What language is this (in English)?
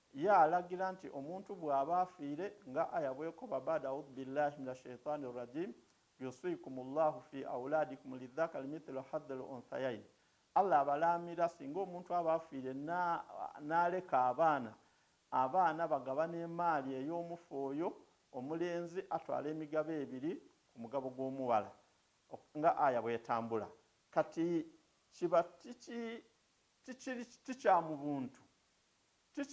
Ganda